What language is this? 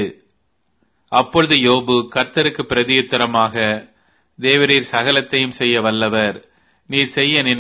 Tamil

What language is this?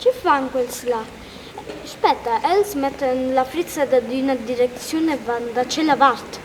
Romansh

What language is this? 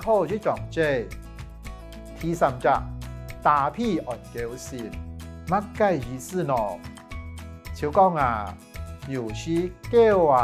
Hakka Chinese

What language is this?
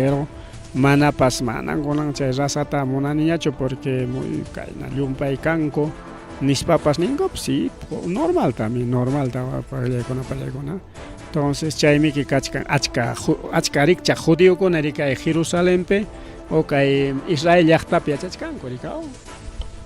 Ayacucho Quechua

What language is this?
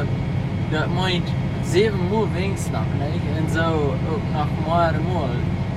Plautdietsch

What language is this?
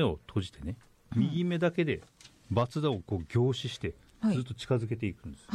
Japanese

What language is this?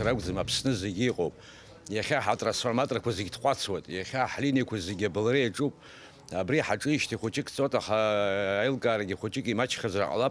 Abkhazian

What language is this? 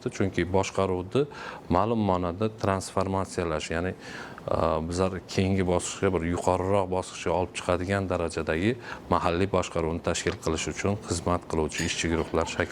Uzbek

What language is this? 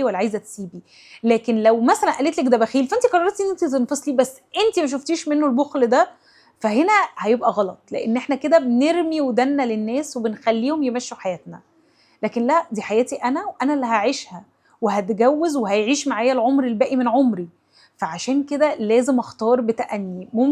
Egyptian Arabic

